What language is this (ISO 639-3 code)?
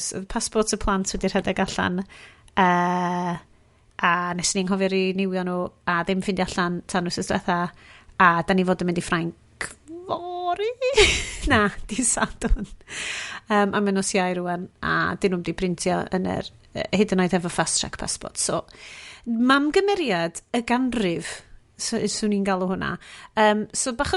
cym